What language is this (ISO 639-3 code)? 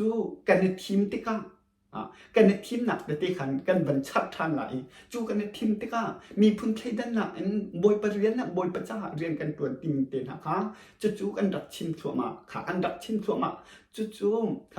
cnh